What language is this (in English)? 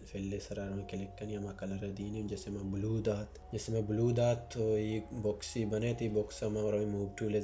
Baluchi